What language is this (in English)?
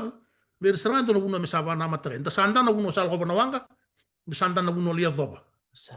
Fijian